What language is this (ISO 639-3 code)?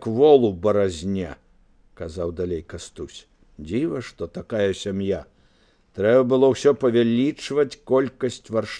bel